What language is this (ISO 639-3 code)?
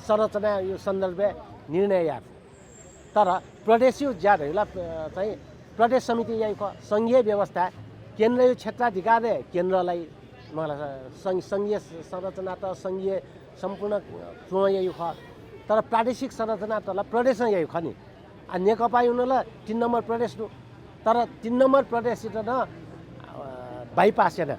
new